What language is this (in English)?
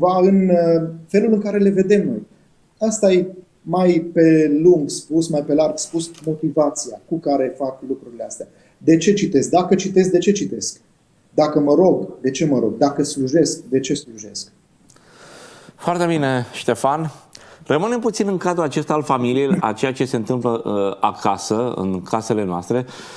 Romanian